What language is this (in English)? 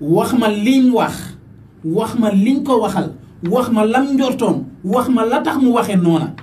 Wolof